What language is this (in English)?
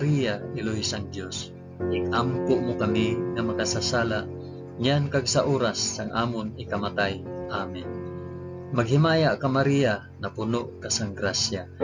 Hiligaynon